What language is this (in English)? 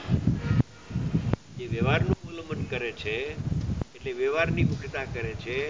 Gujarati